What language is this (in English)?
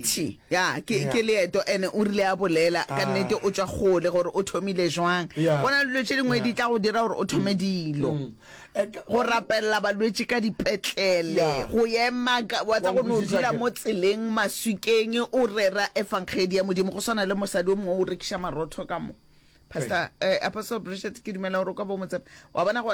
Northern Sotho